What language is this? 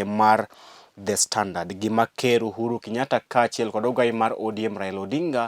Luo (Kenya and Tanzania)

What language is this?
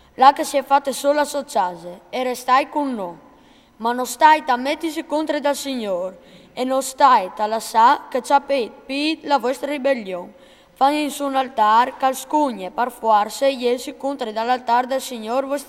Friulian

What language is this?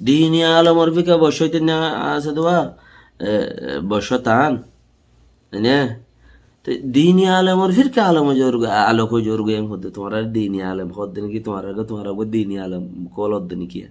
Rohingya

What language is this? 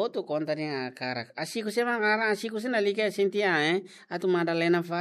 Tetum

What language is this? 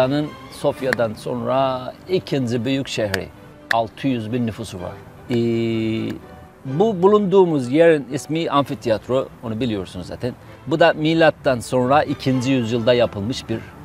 Turkish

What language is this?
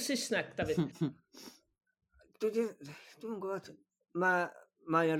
Welsh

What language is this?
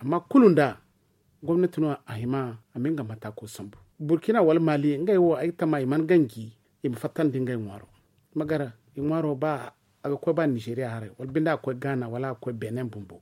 Zarma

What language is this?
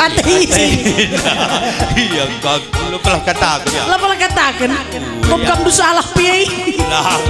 Batak Karo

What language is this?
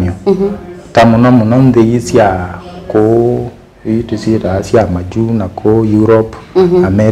Kamba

